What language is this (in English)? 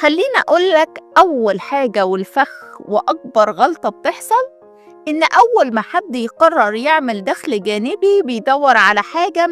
Egyptian Arabic